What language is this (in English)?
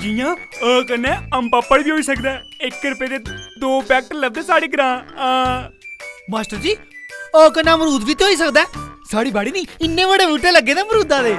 Dogri